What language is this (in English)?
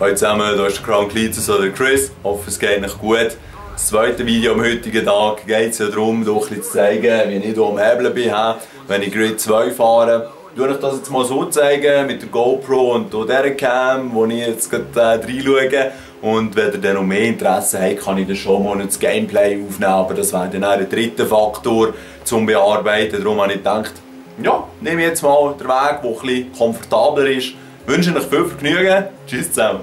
Swiss German